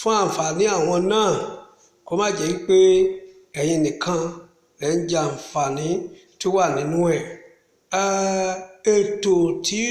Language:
Yoruba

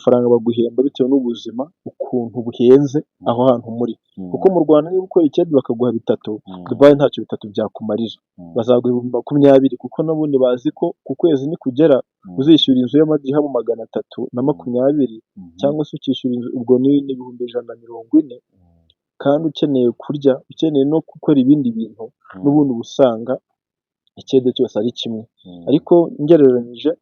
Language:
Kinyarwanda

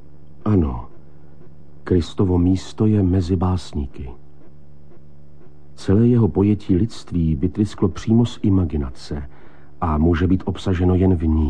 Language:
Czech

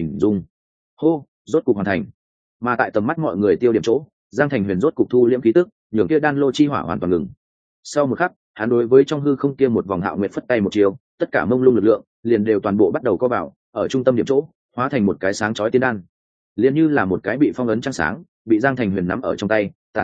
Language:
Vietnamese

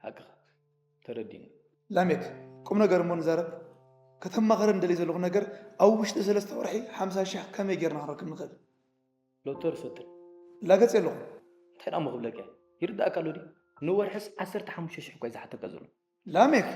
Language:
Tigrinya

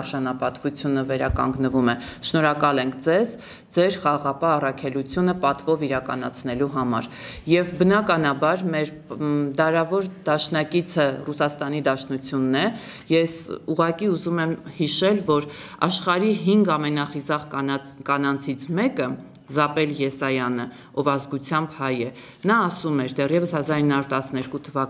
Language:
Armenian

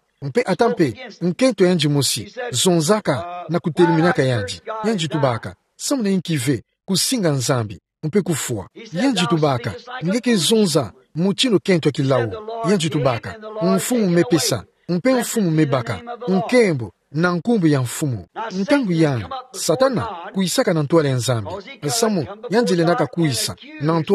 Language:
Kituba (Democratic Republic of Congo)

